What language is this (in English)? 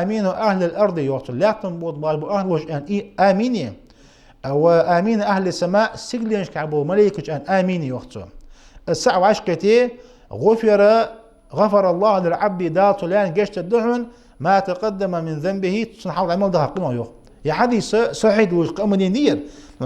Ingush